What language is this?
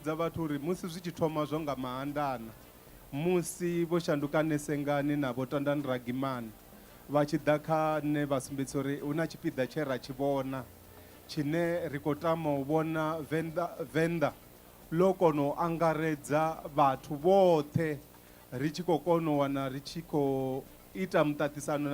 Venda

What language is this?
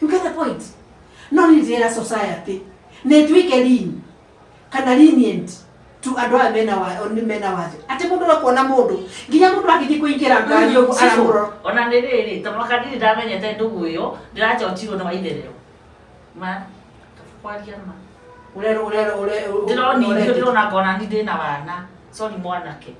Kikuyu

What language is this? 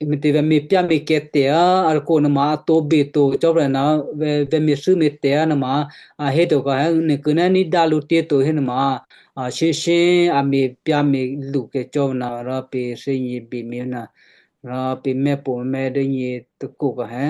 Western Kayah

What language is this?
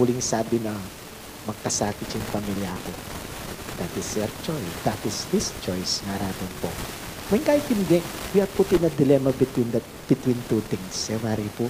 Pampanga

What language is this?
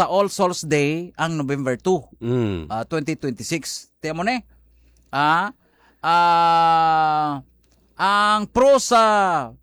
Hiligaynon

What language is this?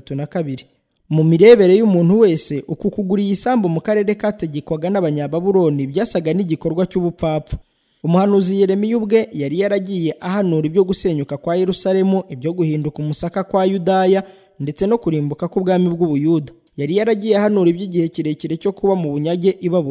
Kinyarwanda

